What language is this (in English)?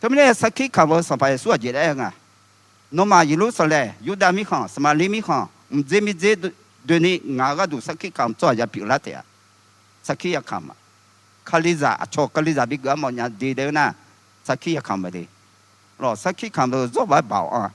Akha